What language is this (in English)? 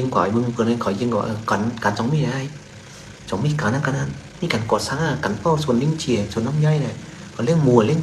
Shan